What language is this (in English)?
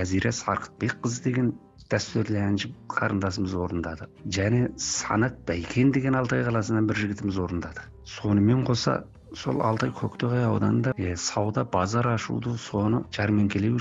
Kazakh